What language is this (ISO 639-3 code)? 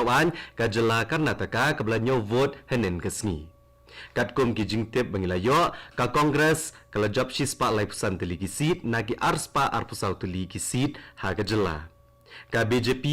kha